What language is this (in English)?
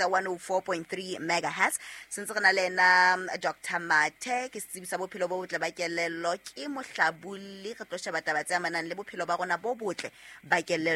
Southern Sotho